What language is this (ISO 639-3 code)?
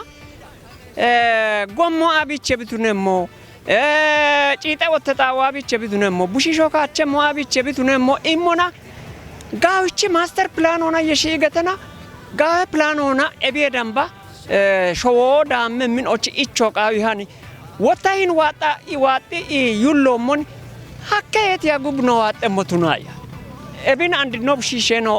kbr